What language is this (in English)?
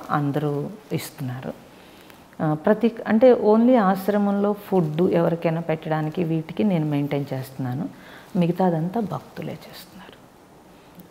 Telugu